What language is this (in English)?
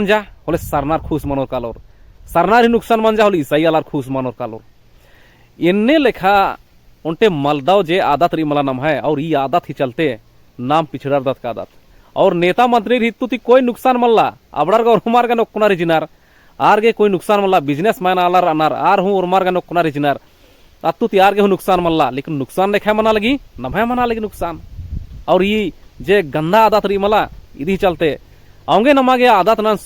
Kurukh